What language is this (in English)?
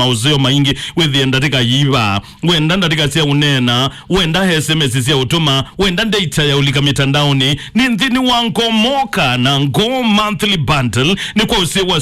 Kamba